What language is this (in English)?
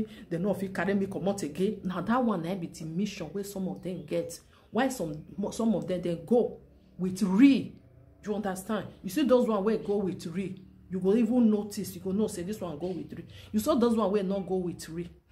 Nigerian Pidgin